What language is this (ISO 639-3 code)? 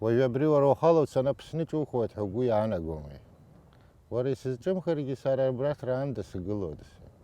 abk